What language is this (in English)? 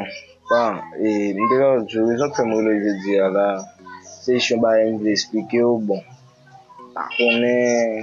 Haitian Creole